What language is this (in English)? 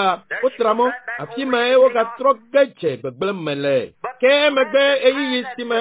Ewe